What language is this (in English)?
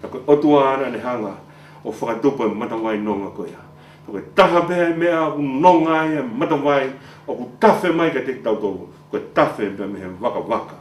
Tongan